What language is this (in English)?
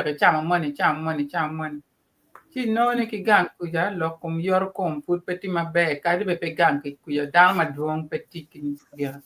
Acoli